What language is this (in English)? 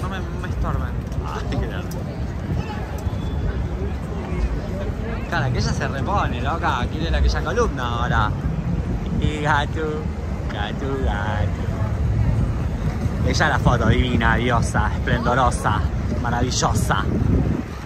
Spanish